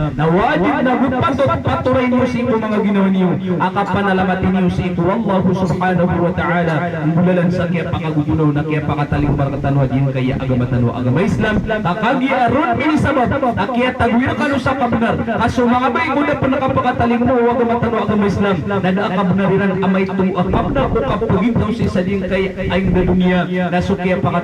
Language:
Maranao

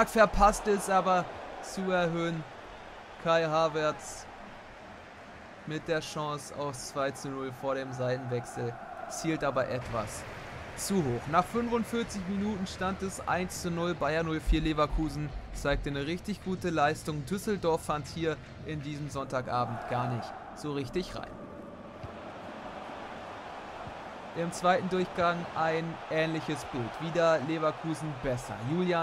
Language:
German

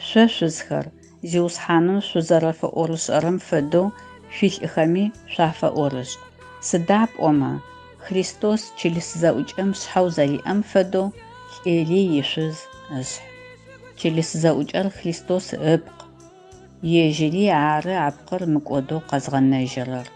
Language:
Adyghe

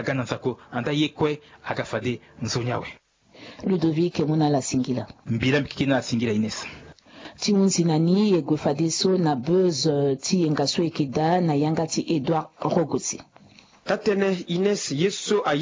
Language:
Sango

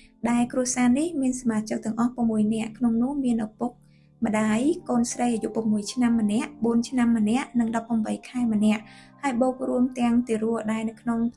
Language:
Khmer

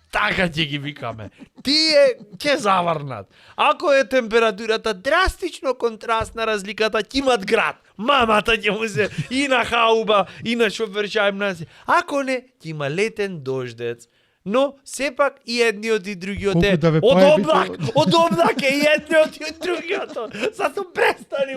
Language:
Macedonian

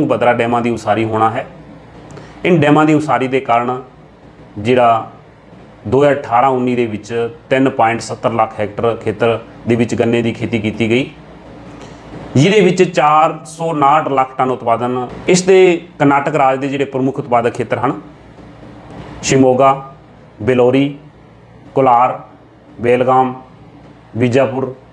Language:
Punjabi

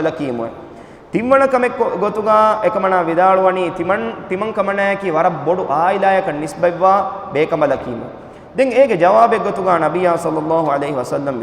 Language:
Divehi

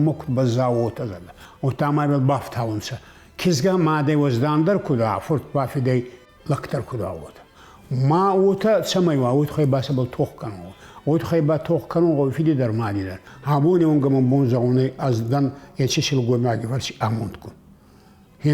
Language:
Ossetic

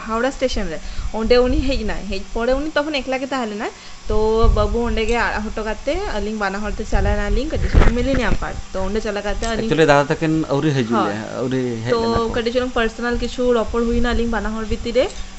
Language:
Santali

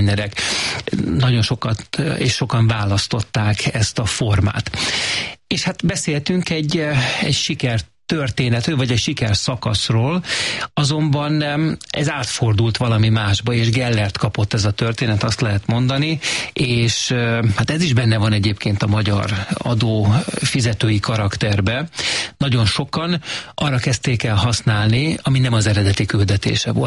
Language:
Hungarian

